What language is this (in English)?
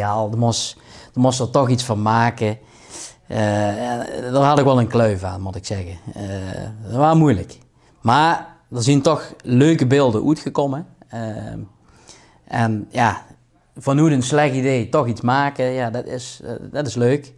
Limburgish